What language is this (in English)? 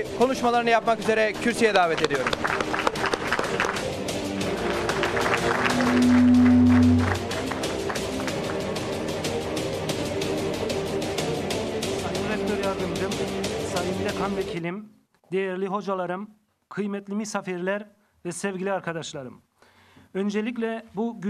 Turkish